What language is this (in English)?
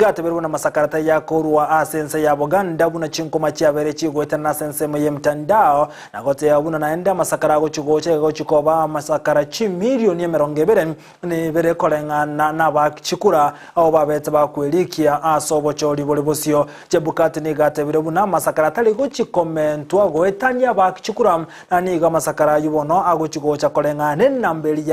Gusii